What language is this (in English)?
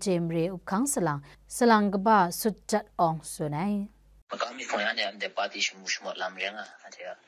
Kachin